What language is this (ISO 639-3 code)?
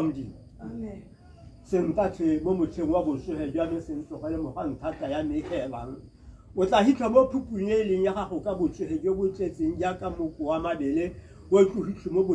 tsn